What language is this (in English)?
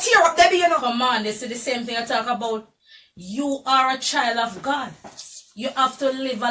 Jamaican Creole English